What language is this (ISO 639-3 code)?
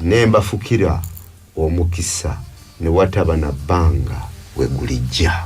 lug